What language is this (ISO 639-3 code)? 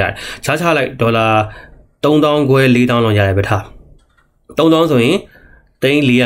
mya